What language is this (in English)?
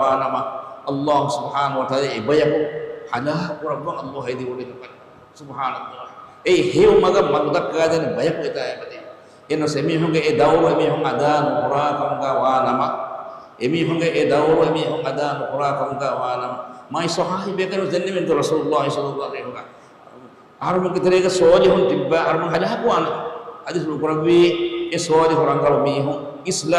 Divehi